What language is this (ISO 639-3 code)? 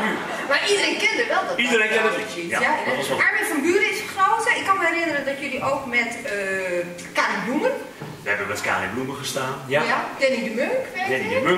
nld